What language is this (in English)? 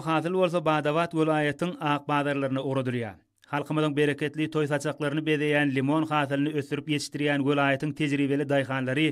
Turkmen